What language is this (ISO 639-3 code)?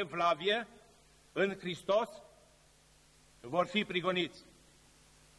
ron